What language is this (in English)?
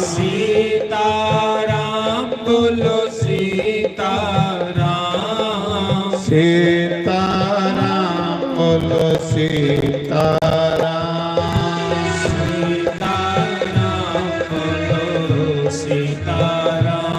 Dogri